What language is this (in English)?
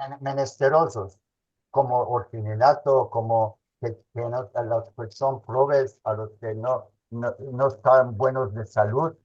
Ladino